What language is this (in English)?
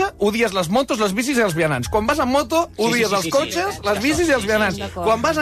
Catalan